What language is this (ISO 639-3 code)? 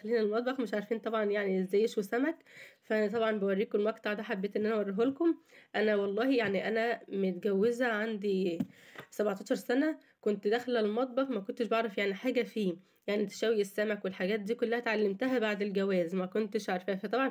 arz